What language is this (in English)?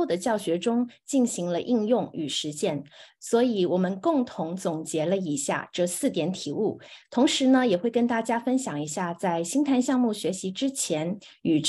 Chinese